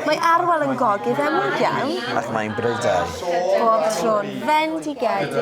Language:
Welsh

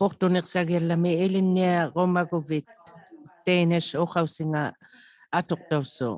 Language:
Inuktitut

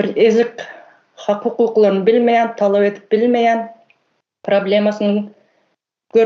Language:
Turkmen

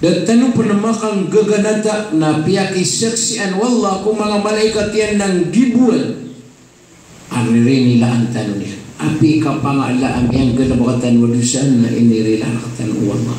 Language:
Maranao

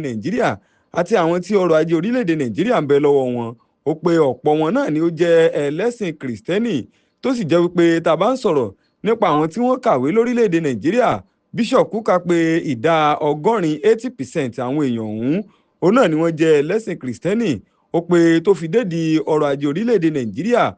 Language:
Yoruba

